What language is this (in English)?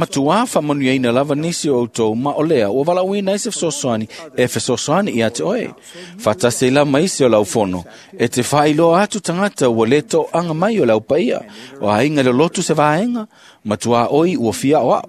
Samoan